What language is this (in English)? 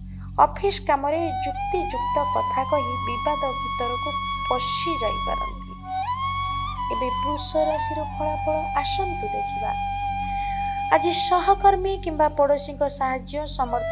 Odia